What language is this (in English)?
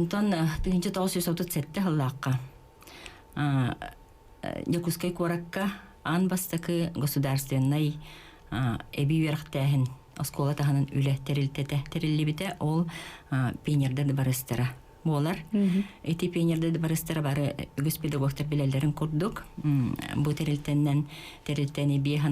Yakut